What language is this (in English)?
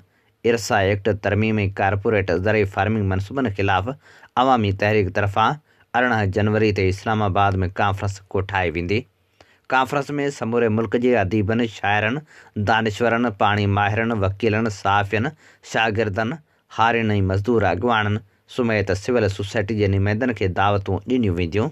Sindhi